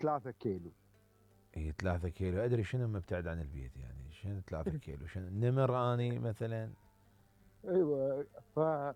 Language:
Mesopotamian Arabic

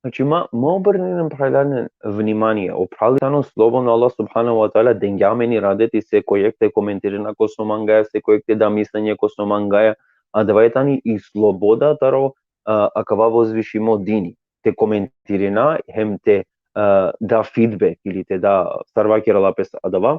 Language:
Balkan Romani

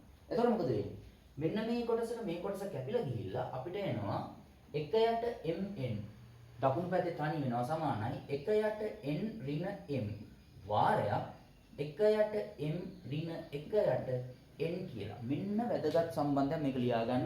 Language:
Sinhala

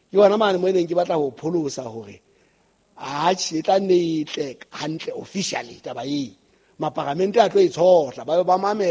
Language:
Southern Sotho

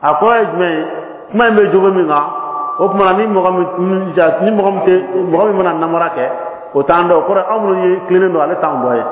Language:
Bambara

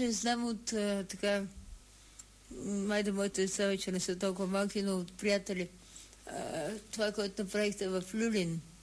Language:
Bulgarian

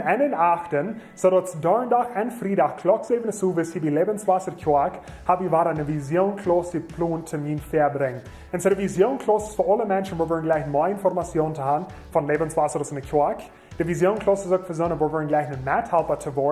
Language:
Plautdietsch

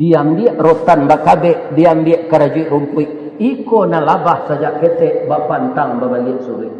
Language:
Minangkabau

